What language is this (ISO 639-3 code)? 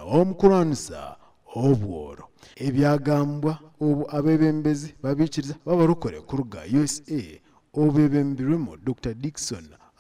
nyn